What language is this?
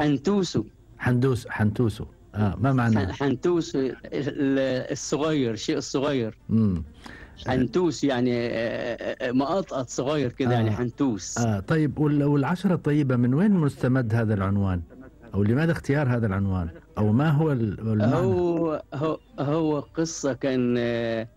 Gulf Arabic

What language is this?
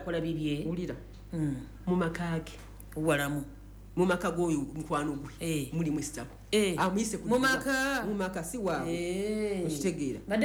Ganda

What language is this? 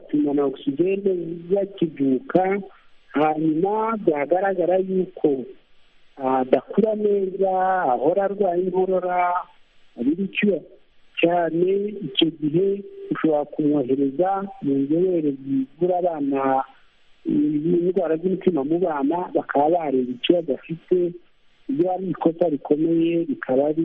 Kinyarwanda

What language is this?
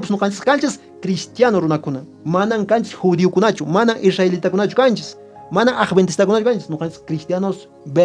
Quechua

